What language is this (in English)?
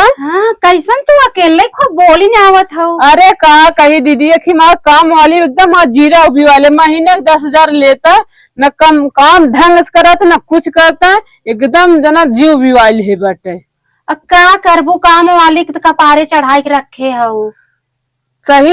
Awadhi